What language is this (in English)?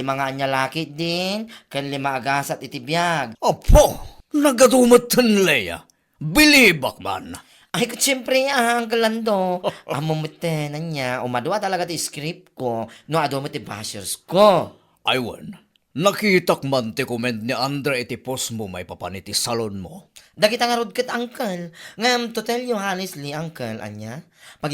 Iloko